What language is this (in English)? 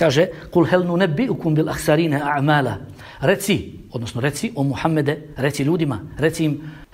Bosnian